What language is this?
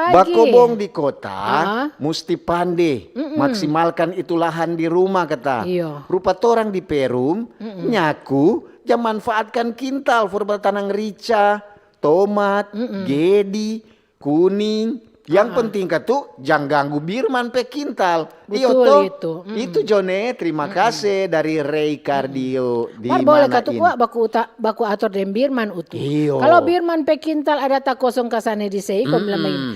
Manado Malay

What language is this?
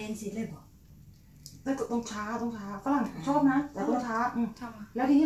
Thai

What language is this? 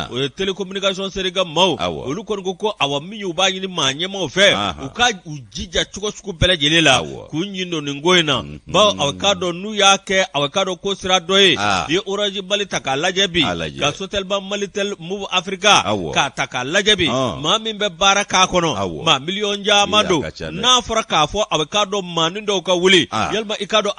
Bambara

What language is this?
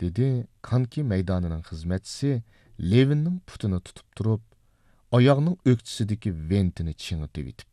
Uyghur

